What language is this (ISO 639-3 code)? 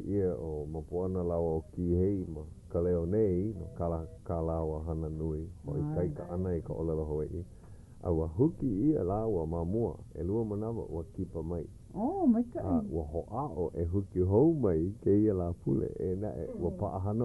haw